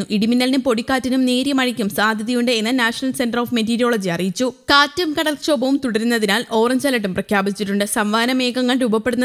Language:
Malayalam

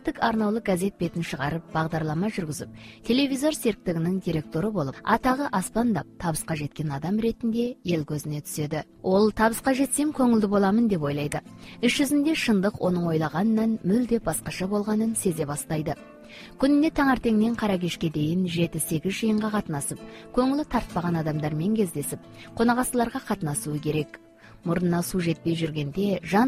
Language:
Kazakh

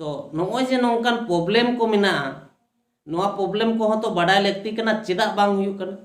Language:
Santali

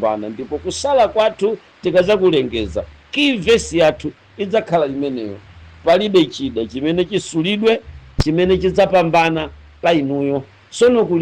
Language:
Nyanja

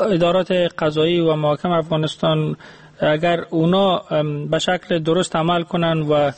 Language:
Persian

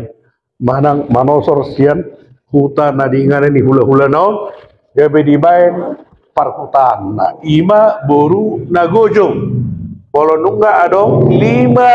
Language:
Batak Toba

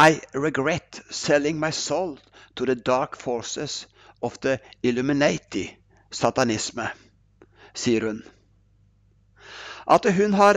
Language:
Norwegian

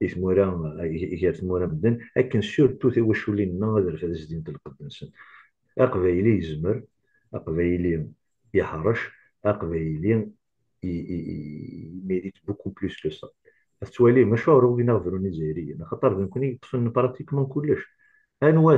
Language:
Kabyle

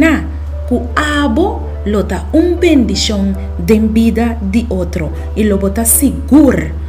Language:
Papiamento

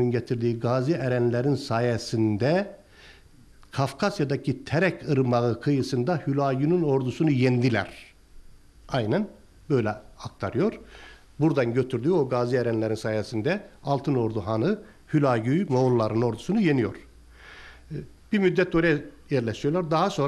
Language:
Turkish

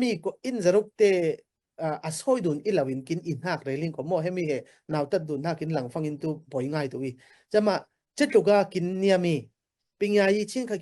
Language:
Falam Chin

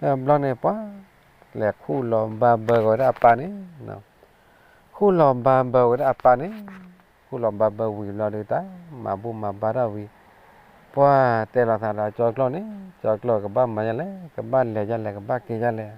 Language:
S'gaw Karen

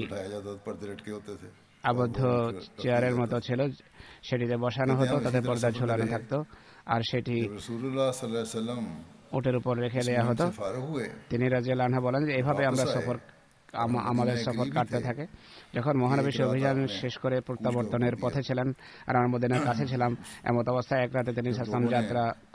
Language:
Bangla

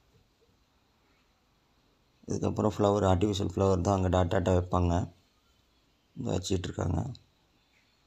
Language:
Tamil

